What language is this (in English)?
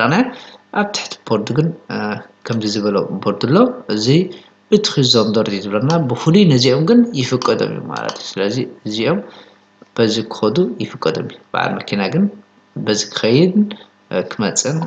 Tigrinya